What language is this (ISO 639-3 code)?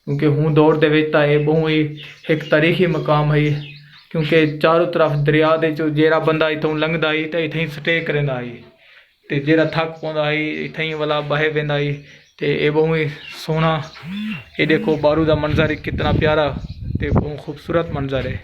skr